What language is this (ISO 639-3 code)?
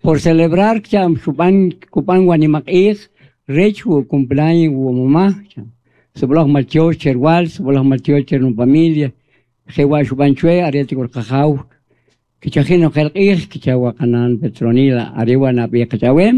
quc